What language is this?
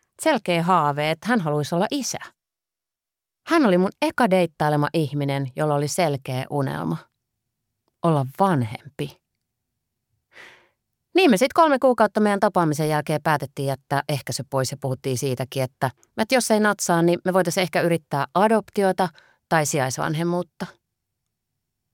Finnish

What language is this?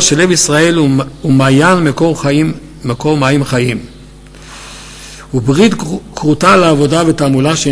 Hebrew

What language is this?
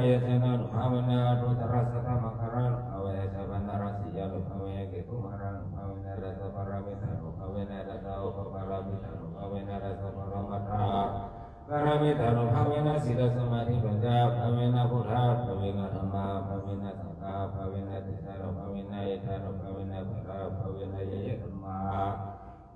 Pali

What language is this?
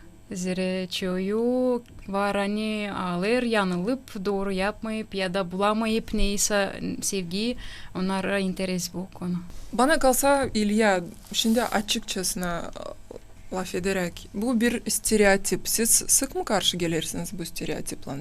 Gagauz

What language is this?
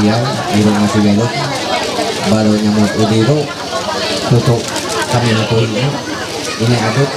Ma'anyan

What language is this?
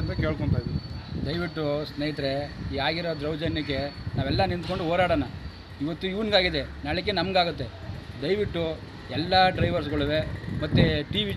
Kannada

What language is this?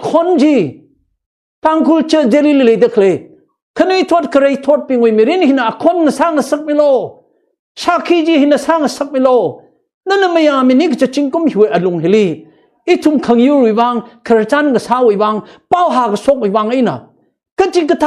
Tangkhul Naga (India)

